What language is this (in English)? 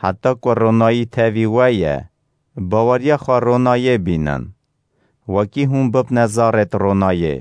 Kurdish